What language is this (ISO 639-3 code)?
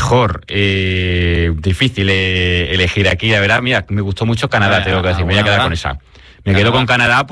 spa